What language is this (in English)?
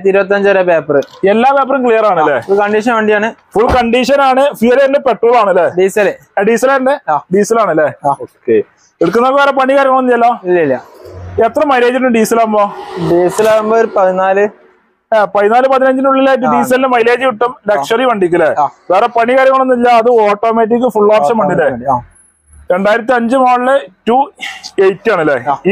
Malayalam